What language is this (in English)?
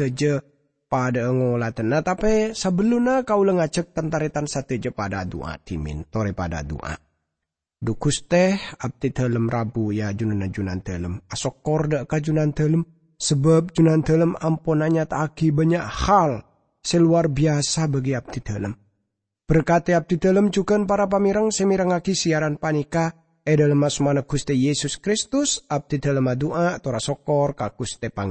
Madurese